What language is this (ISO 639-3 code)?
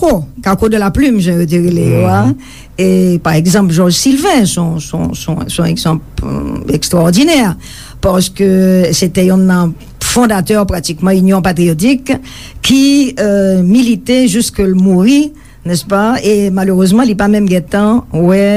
hat